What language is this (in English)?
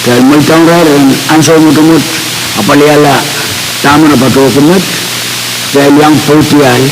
Pohnpeian